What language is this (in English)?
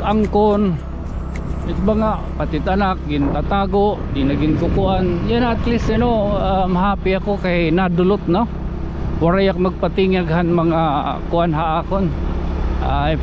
Waray